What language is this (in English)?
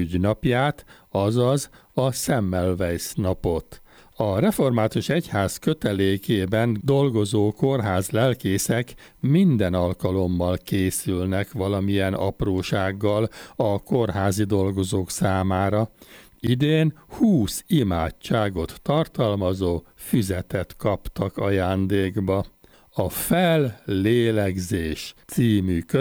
Hungarian